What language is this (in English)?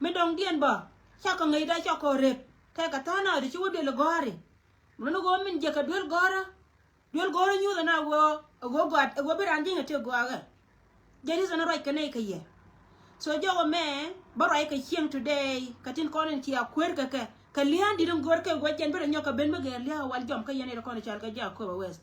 Nuer